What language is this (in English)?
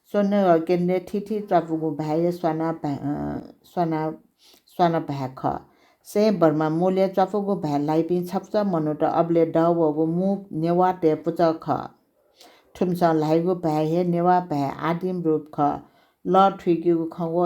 Newari